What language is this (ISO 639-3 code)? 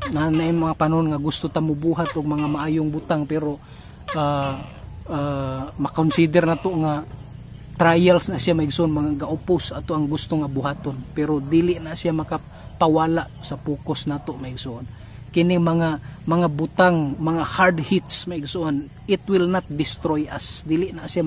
ceb